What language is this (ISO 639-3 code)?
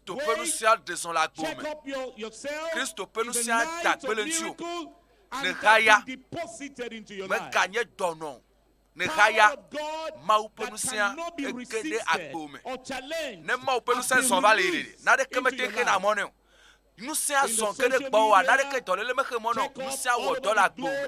ewe